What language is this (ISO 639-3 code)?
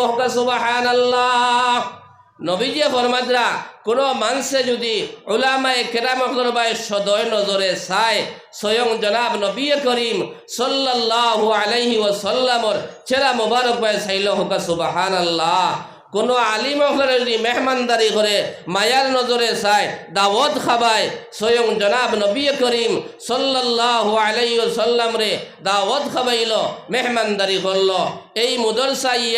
syl